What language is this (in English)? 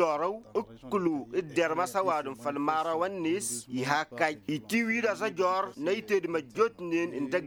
Tamasheq